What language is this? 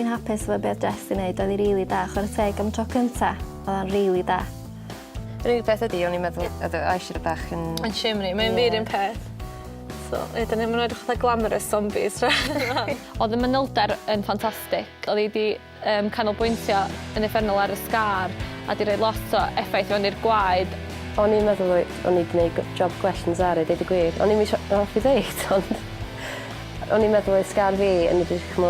Welsh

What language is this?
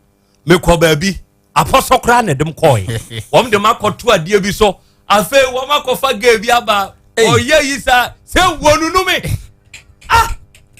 Akan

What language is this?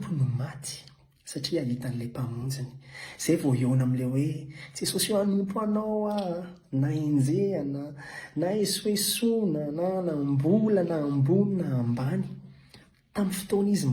Malagasy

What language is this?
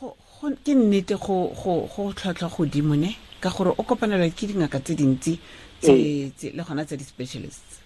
Tswana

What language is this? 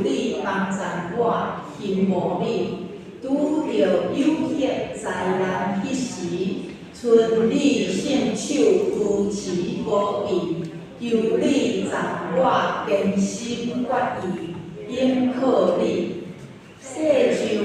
Min Nan Chinese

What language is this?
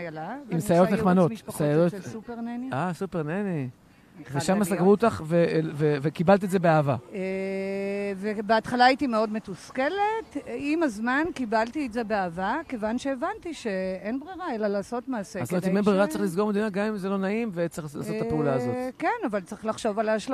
Hebrew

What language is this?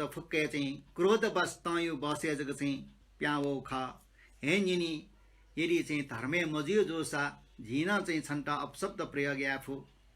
Newari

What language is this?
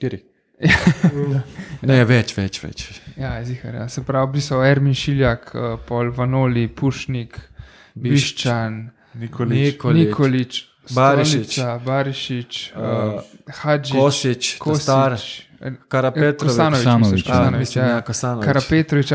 Slovenian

